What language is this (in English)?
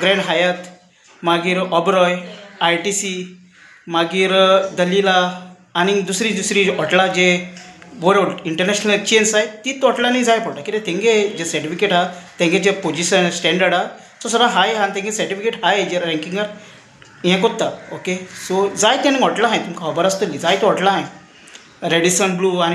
Konkani